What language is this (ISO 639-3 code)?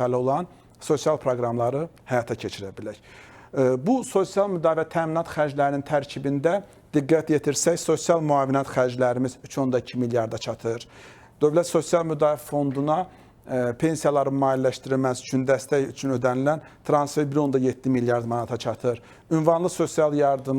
aze